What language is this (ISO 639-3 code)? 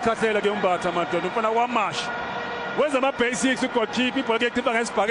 zul